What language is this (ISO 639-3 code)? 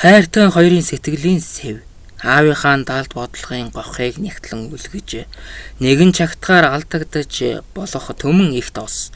mon